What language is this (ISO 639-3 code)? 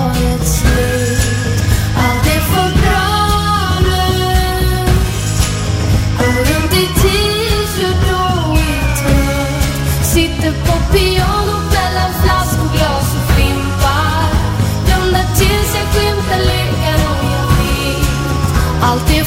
swe